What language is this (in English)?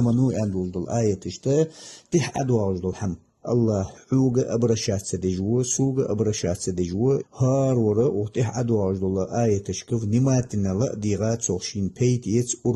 Ingush